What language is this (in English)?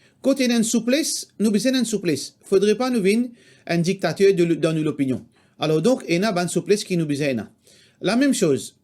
Morisyen